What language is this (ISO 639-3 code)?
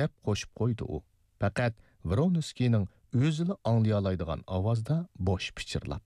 uig